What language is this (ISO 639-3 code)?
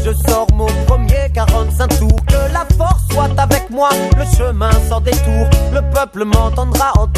fra